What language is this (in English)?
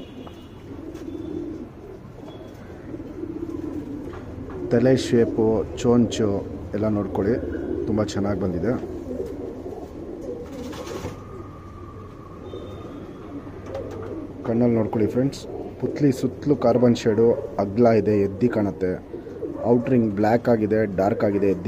Kannada